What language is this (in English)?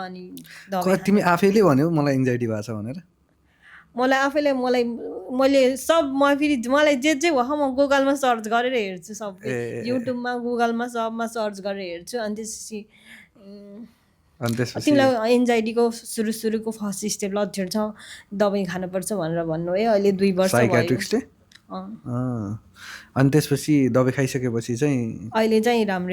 Nepali